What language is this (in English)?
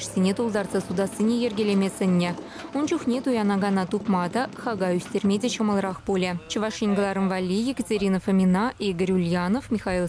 Chuvash